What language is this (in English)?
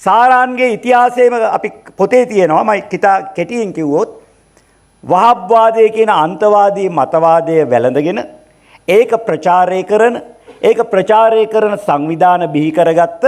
Sinhala